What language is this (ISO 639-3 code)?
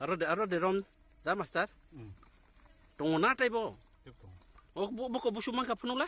trp